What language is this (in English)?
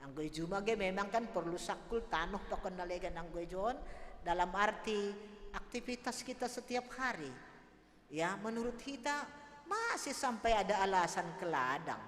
Batak Simalungun